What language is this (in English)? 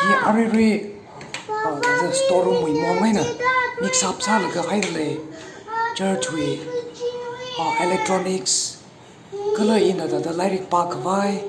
Tangkhul Naga (India)